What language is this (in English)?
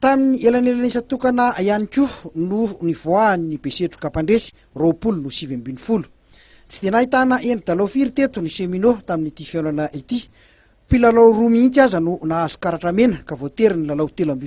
Malagasy